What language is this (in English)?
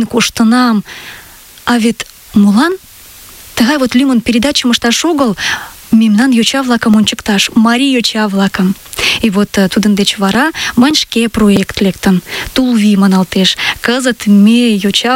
Mari